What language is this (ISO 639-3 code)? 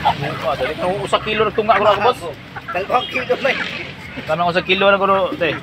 ceb